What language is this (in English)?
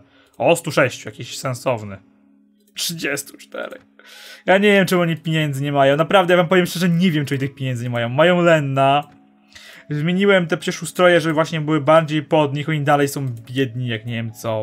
Polish